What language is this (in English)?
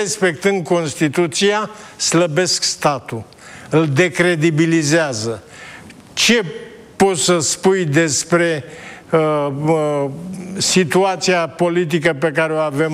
Romanian